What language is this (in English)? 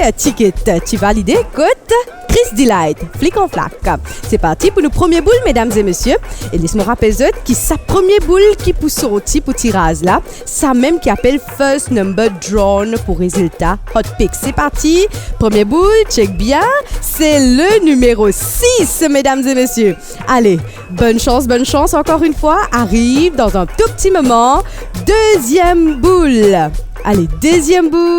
Morisyen